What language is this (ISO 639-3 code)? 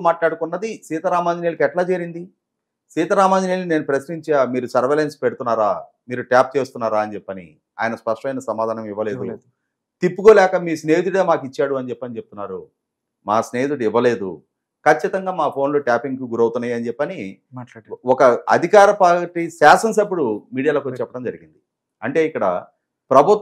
tel